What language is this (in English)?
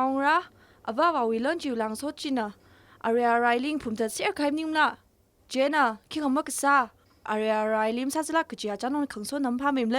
Tangkhul Naga (India)